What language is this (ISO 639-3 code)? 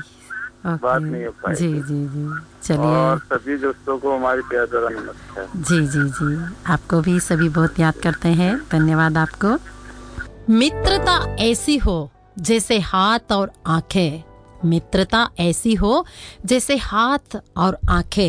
hin